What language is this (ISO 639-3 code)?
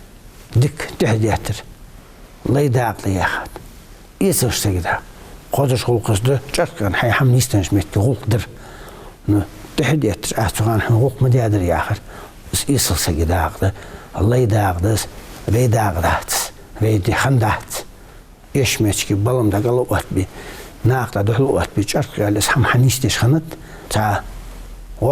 inh